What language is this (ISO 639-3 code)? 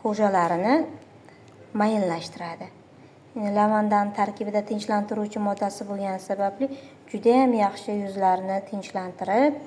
uzb